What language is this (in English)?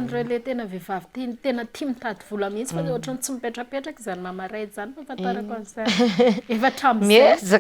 Malagasy